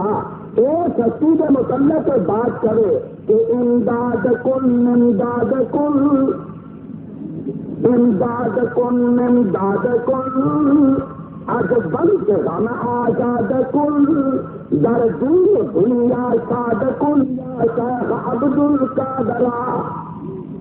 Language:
Urdu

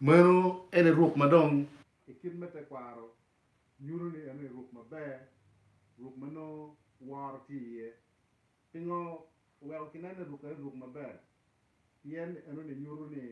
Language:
Acoli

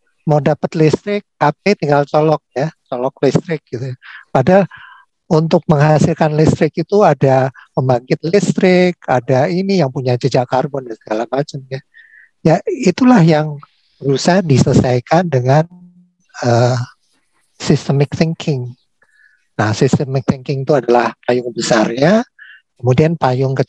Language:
Indonesian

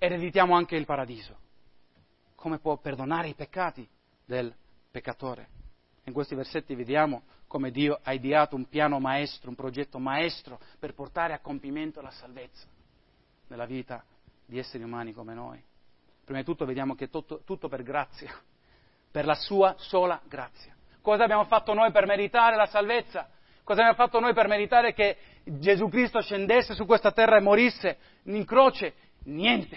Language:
Italian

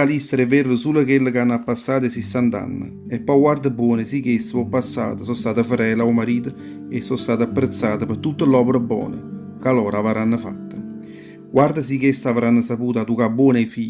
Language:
Neapolitan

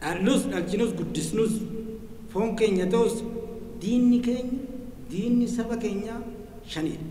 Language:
Oromo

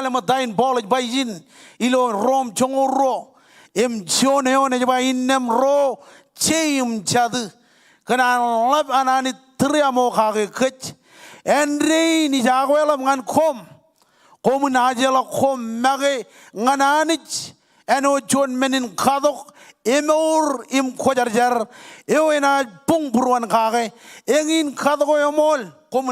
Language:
Marshallese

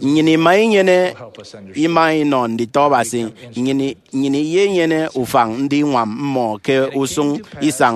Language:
Efik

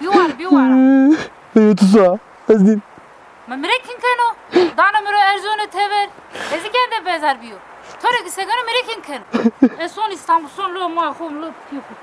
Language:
Zaza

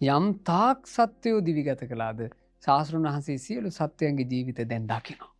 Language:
Sinhala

